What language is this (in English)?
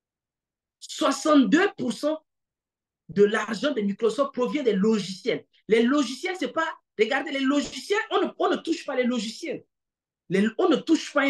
French